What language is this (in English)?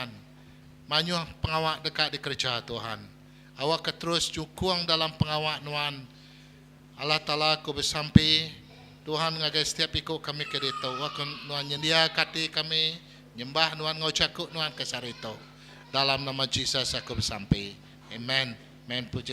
Iban